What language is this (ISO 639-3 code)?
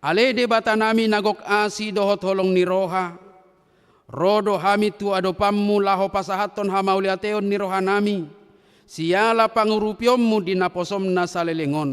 bbc